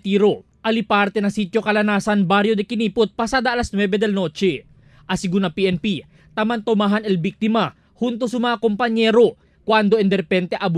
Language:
Chavacano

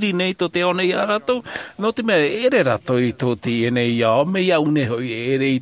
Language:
Tahitian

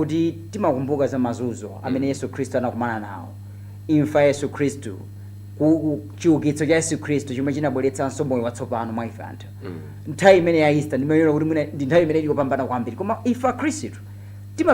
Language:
Nyanja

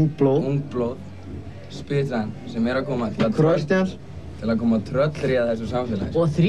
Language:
Icelandic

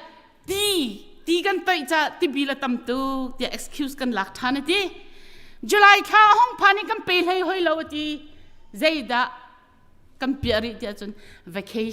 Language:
Hakha Chin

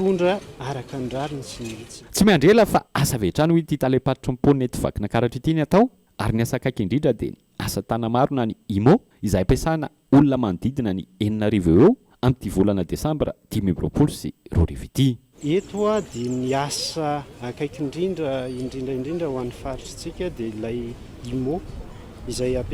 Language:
Malagasy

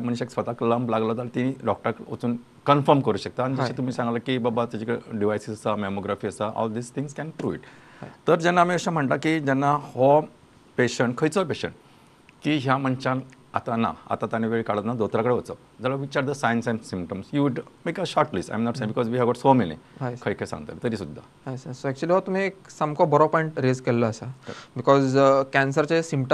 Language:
Konkani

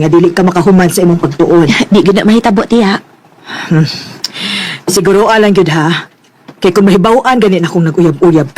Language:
Cebuano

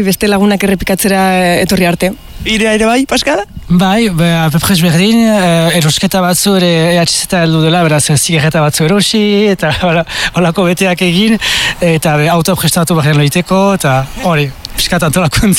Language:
Basque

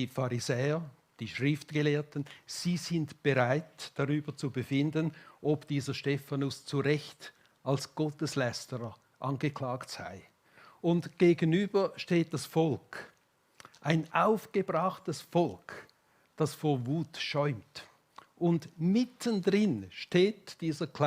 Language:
Swiss German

